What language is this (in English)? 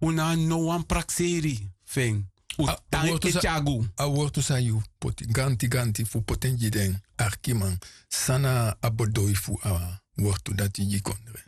Sranan Tongo